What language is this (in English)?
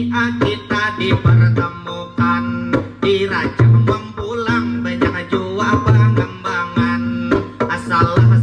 Banjar